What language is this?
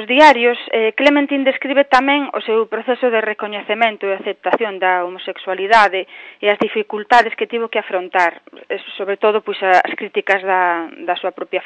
Galician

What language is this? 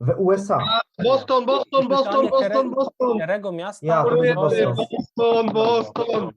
Silesian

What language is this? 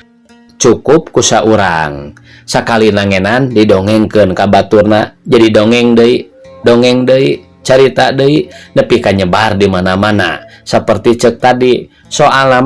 Sundanese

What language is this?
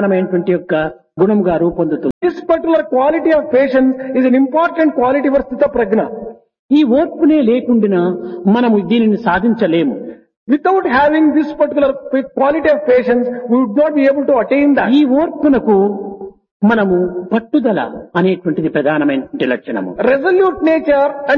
Telugu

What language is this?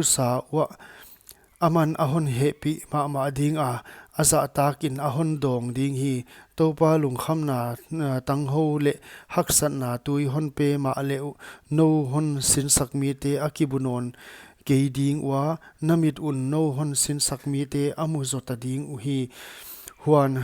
Paite Chin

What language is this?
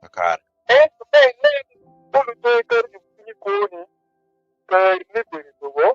Acoli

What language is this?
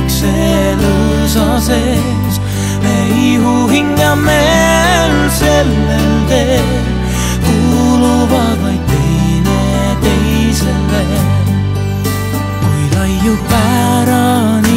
Estonian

